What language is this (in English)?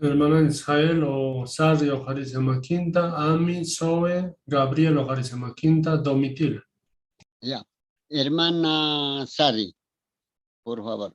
Quechua